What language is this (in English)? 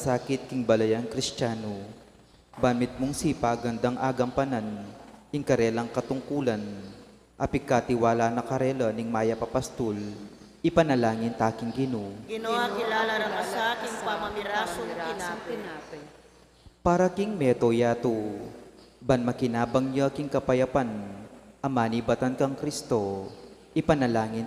Pampanga